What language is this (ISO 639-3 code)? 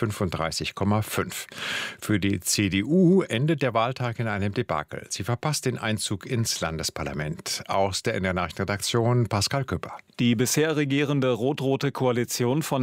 deu